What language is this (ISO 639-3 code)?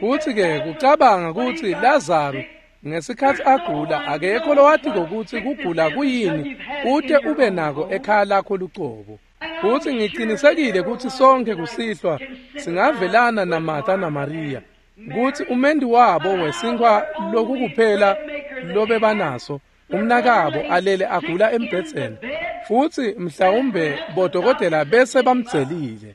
ssw